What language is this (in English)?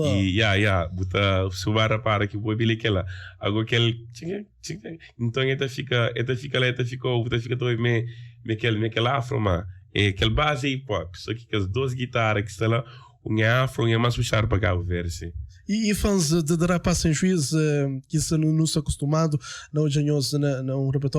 Kabuverdianu